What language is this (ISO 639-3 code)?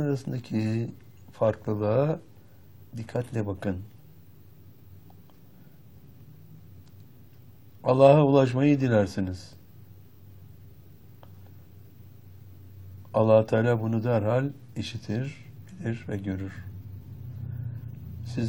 tur